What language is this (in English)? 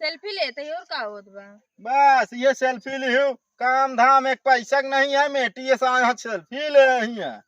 Awadhi